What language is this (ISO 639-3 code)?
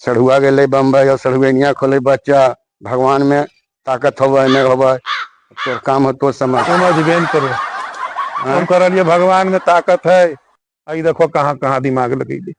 mag